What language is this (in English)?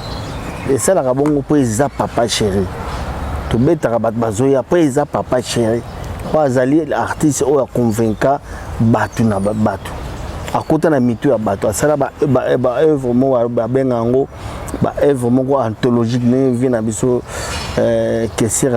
Lingala